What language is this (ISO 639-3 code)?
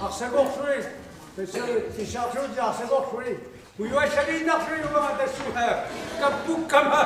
kal